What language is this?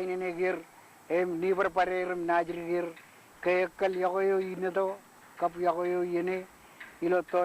Marshallese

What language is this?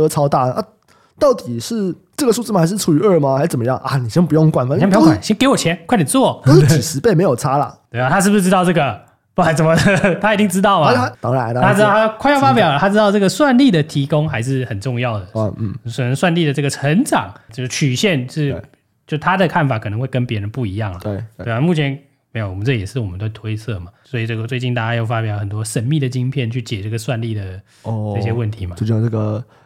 Chinese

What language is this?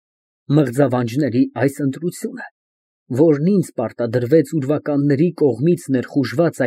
Armenian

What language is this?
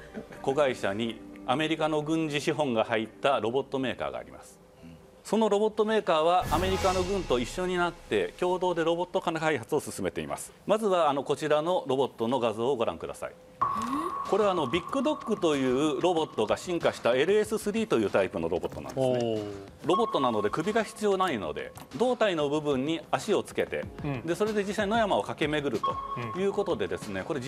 Japanese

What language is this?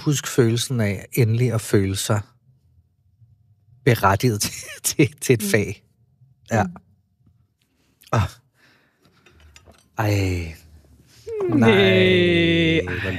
Danish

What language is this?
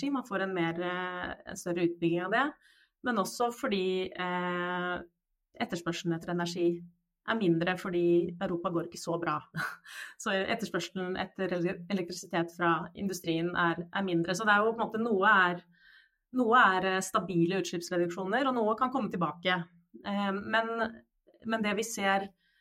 Norwegian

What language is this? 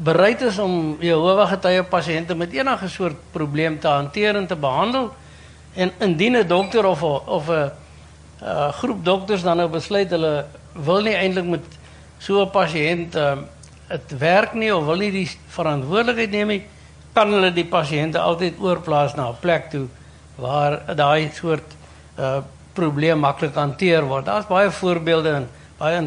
Afrikaans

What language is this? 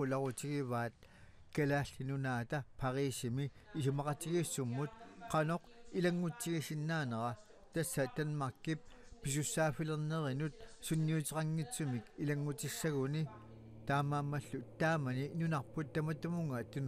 Kalaallisut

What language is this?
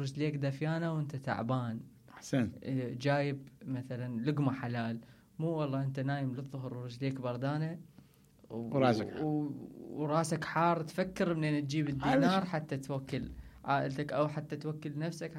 Mesopotamian Arabic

